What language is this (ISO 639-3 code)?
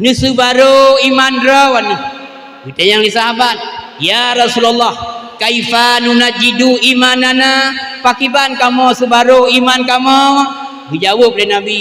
ace